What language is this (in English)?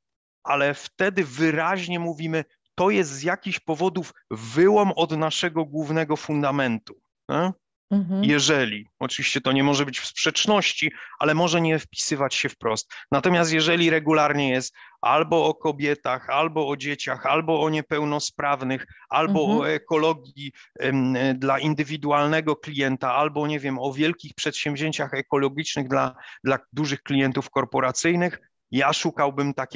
Polish